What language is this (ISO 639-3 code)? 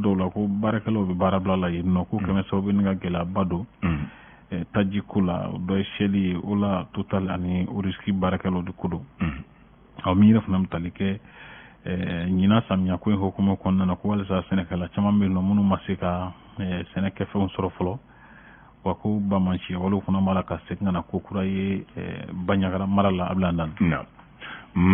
bam